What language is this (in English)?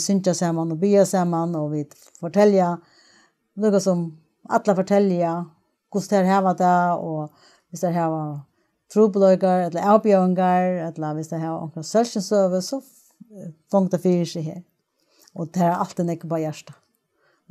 Faroese